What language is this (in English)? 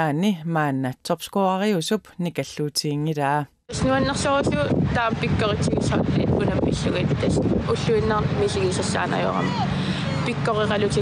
Kalaallisut